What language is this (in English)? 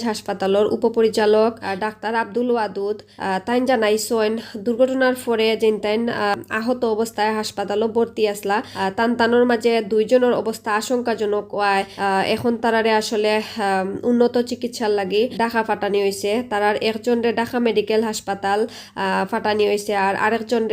Sylheti